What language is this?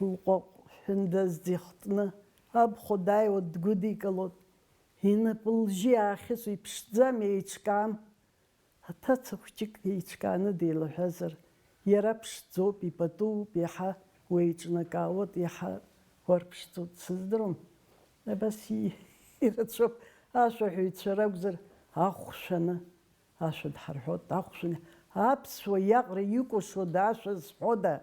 Abkhazian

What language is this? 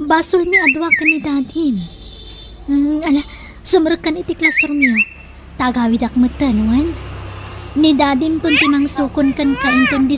Iloko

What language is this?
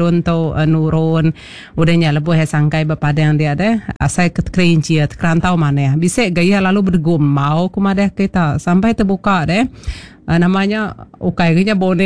Iban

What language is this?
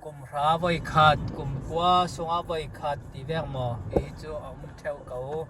Falam Chin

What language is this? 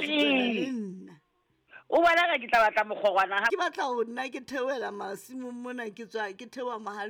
Southern Sotho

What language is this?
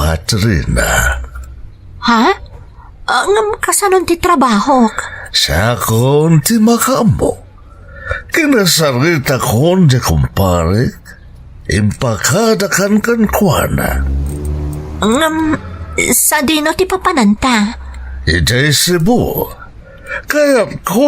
Iloko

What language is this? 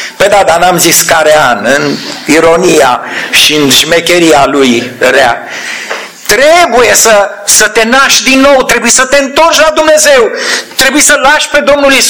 Romanian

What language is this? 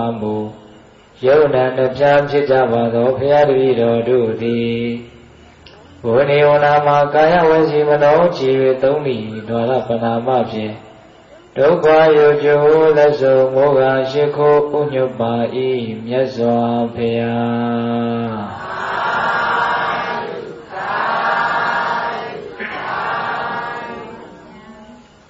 Burmese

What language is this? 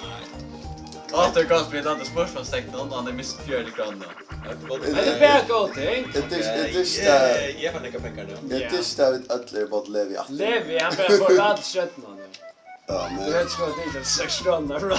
Faroese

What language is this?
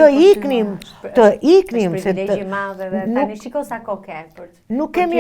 Albanian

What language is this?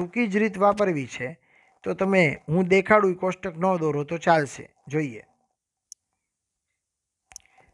Gujarati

